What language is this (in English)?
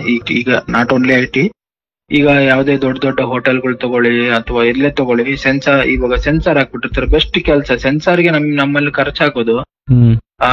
Kannada